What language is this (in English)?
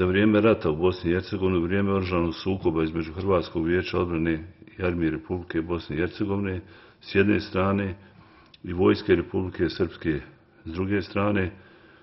Bosnian